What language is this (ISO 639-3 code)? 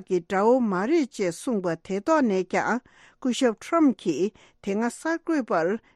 bod